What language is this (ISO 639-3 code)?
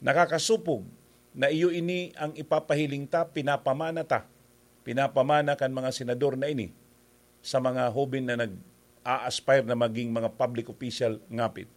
bik